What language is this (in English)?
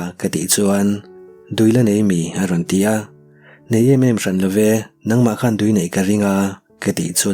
Mizo